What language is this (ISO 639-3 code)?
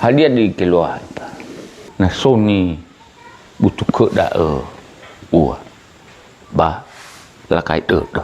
nia